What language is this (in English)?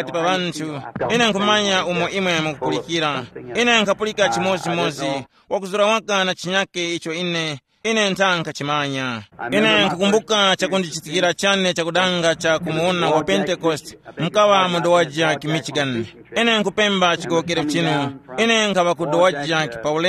Tumbuka